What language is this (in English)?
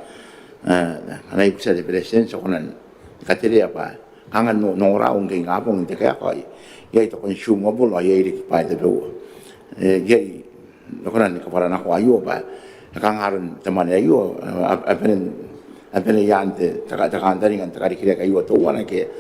Gilbertese